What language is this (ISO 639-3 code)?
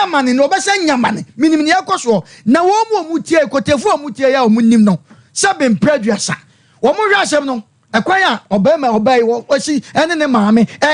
aka